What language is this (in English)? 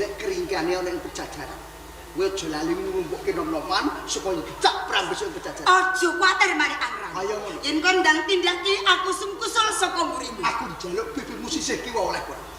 Javanese